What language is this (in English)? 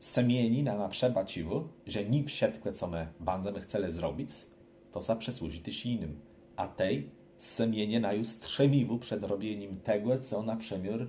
Kashubian